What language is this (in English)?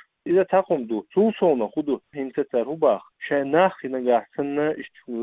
Chechen